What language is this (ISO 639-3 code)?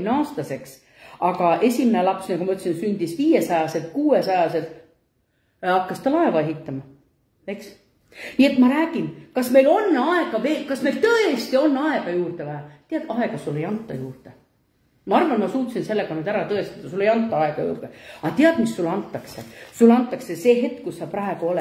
est